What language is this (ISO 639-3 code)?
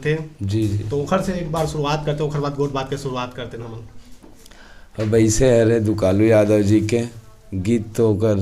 hne